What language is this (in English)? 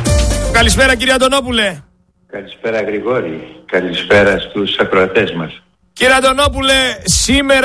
Greek